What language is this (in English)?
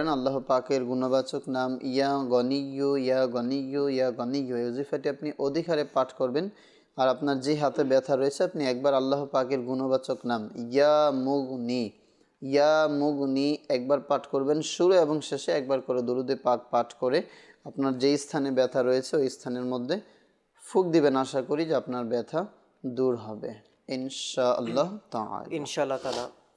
Bangla